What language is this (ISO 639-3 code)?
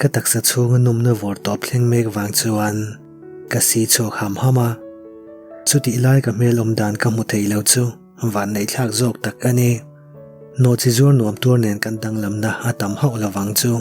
lus